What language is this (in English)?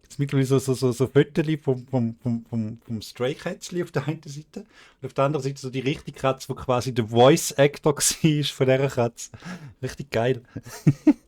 Swiss German